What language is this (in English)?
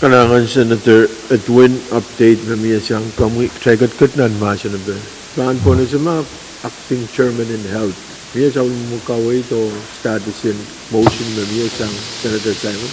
Pohnpeian